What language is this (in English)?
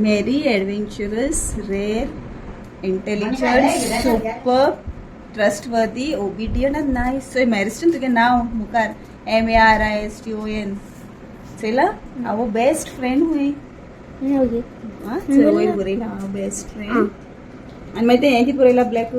Konkani